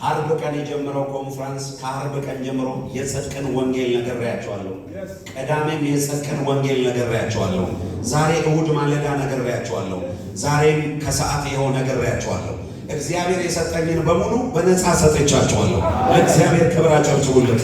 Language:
Amharic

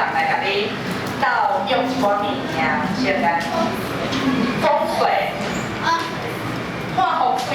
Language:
Min Nan Chinese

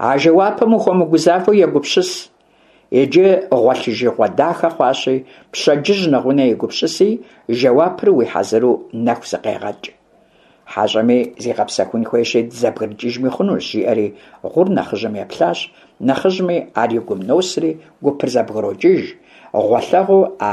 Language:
Kabardian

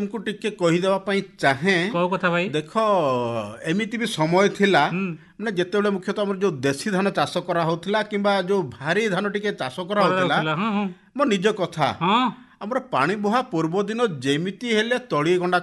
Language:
Odia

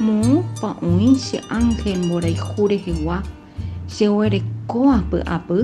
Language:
Guarani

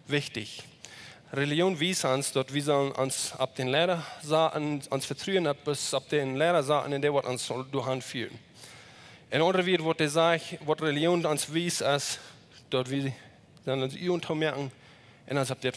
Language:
Plautdietsch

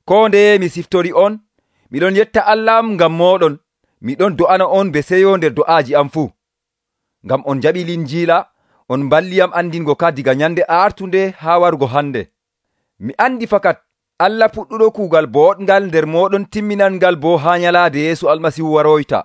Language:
Nigerian Fulfulde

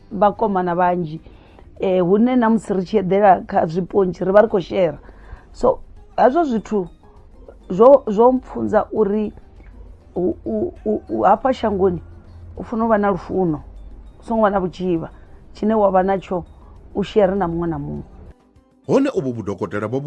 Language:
Venda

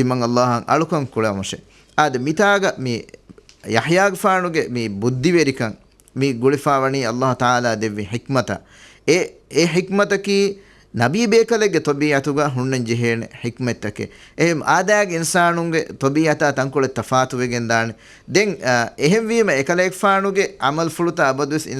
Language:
Divehi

